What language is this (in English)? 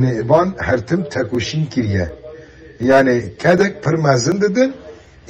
Kurdish